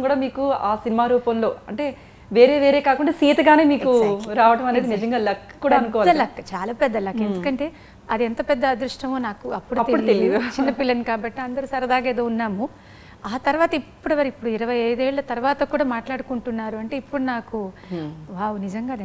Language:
Telugu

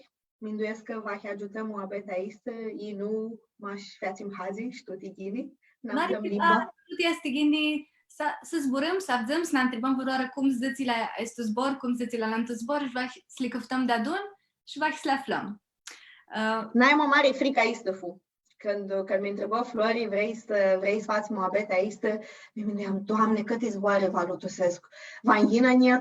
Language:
Aromanian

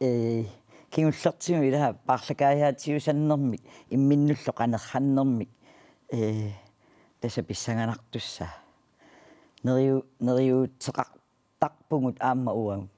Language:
Kalaallisut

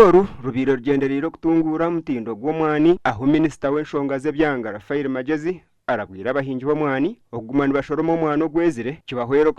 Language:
Nyankole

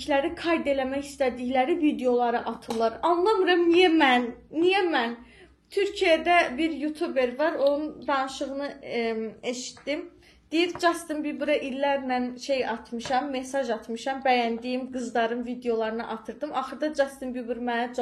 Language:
Azerbaijani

